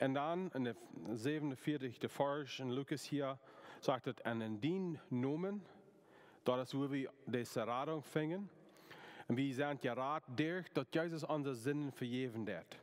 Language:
Plautdietsch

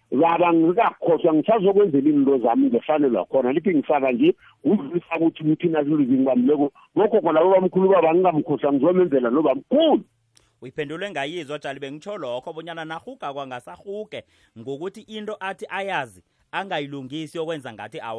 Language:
South Ndebele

